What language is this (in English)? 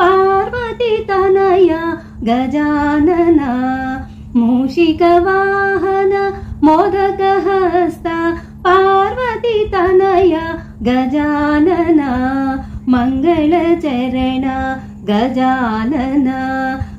Telugu